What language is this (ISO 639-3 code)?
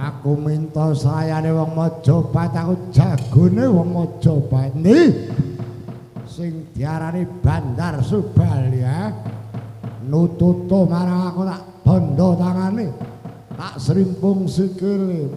jav